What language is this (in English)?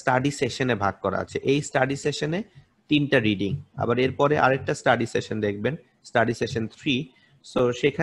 Bangla